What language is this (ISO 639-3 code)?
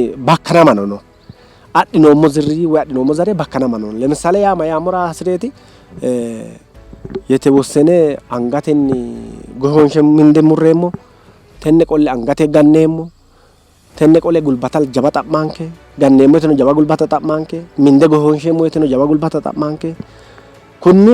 sid